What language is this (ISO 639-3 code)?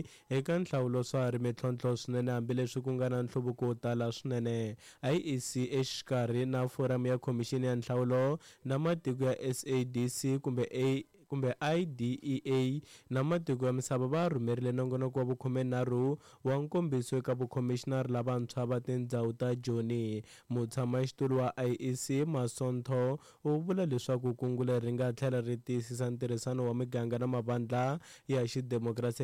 tso